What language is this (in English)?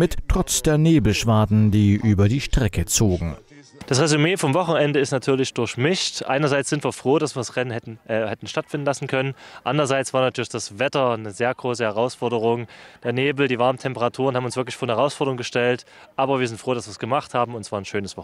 German